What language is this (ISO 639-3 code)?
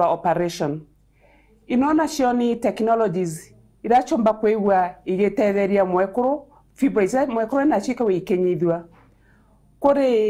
mer